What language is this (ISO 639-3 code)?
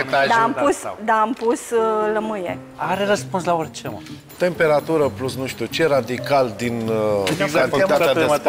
ron